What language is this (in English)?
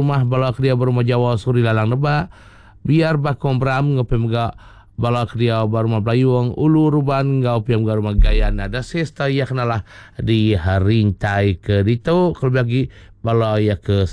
Iban